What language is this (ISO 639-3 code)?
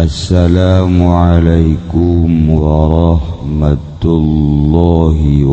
sun